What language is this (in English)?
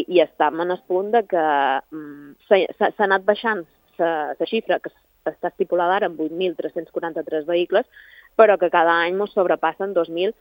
Catalan